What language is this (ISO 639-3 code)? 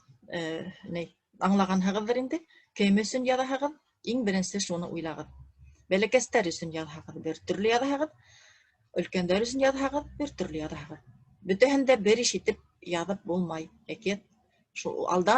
bak